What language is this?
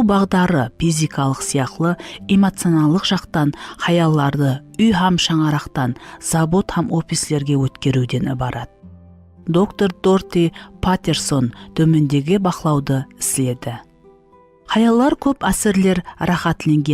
Kara-Kalpak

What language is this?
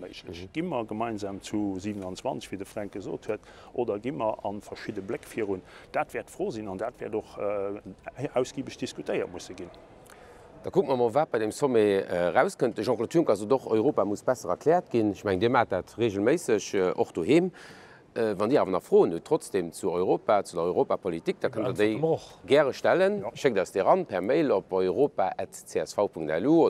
Luxembourgish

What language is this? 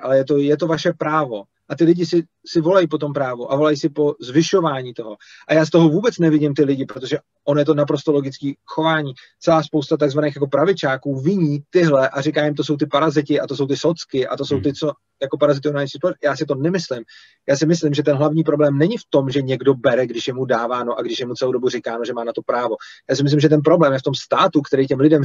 Czech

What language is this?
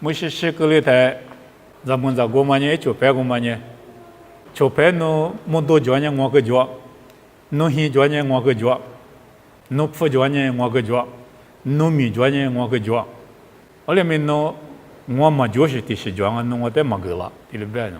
Lisu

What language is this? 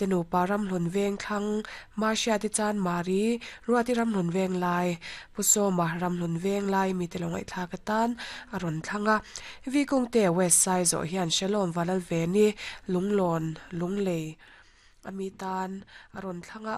Mizo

